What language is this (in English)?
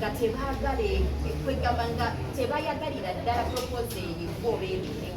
Ganda